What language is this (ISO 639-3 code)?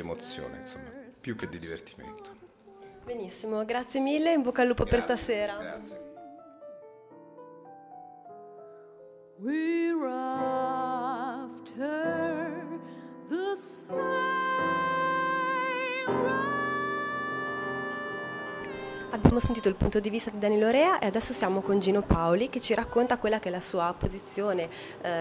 ita